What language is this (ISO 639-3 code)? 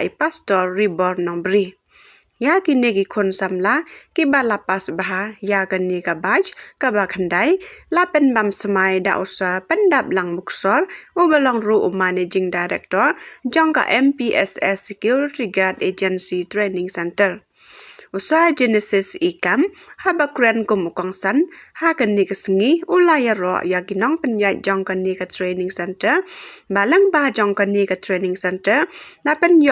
kha